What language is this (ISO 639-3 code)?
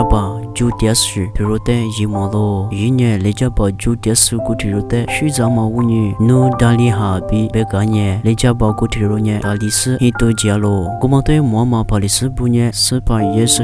lis